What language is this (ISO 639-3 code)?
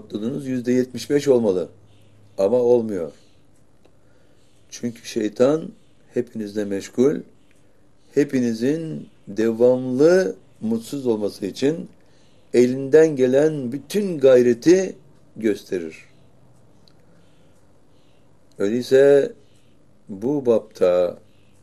tur